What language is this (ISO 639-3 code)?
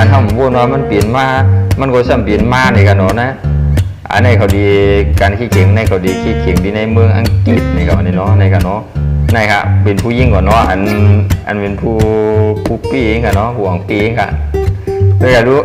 shn